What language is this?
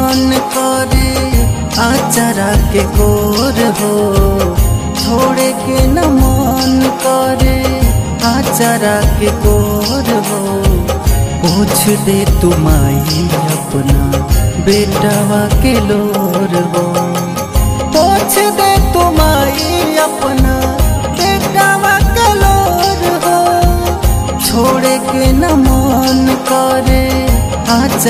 Bhojpuri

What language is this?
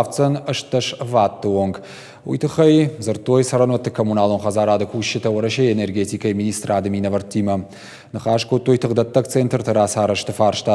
Ossetic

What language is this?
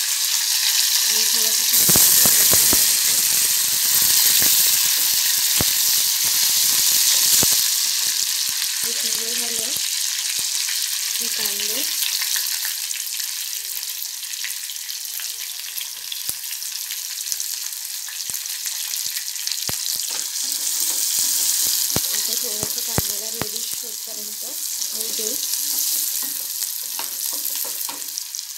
Marathi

